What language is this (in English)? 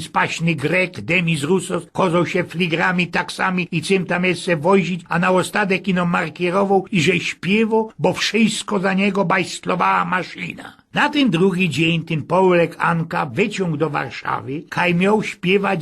Silesian